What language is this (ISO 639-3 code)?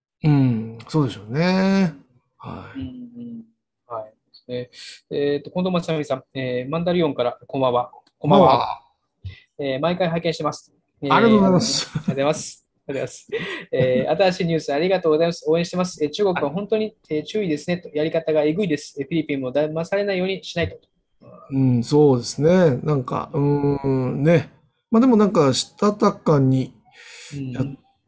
jpn